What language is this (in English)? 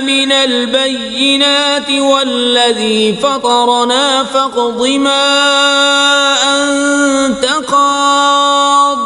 Kashmiri